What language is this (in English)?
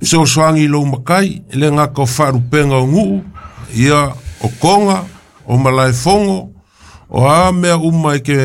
Samoan